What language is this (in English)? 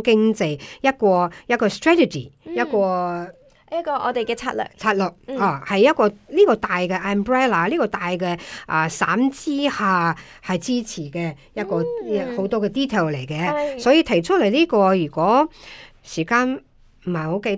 Cantonese